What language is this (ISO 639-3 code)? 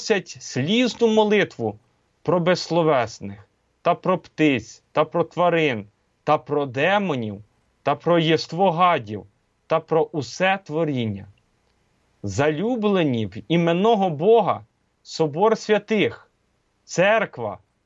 ukr